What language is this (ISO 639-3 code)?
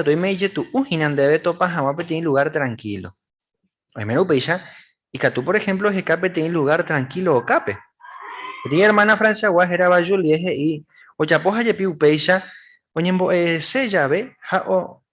grn